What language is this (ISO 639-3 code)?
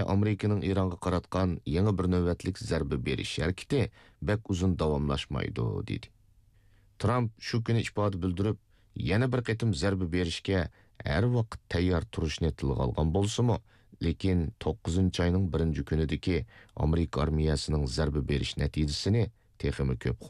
uig